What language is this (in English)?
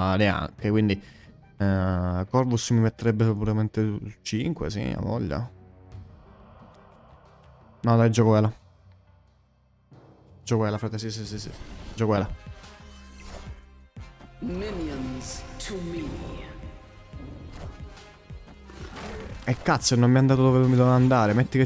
Italian